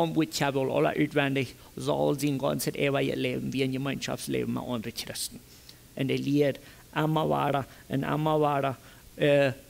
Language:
Plautdietsch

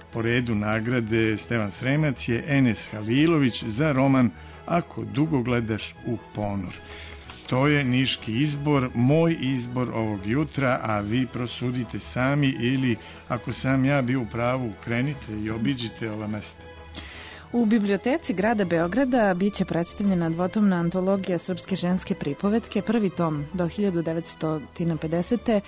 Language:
Serbian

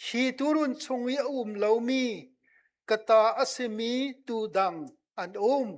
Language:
Hakha Chin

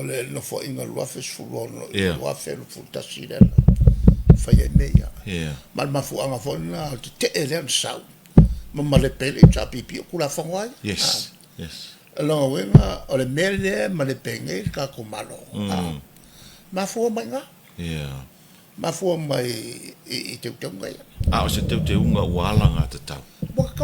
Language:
Samoan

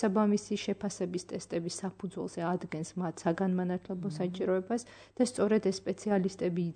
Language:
Georgian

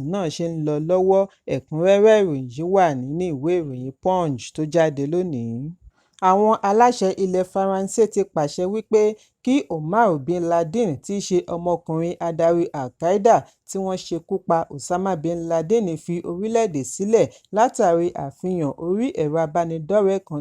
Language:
Yoruba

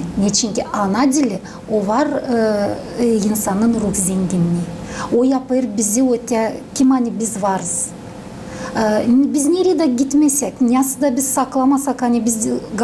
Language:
Gagauz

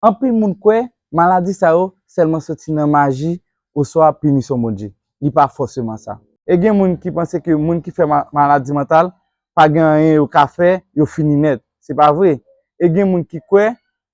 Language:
Haitian Creole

